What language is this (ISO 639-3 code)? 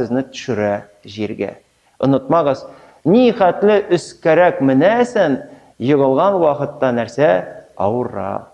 tat